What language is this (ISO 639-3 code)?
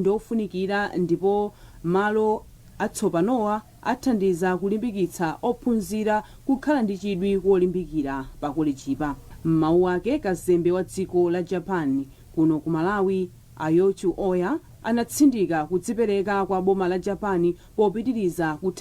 nya